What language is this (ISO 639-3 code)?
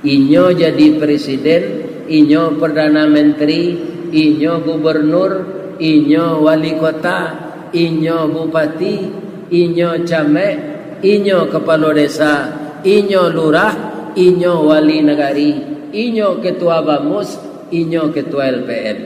min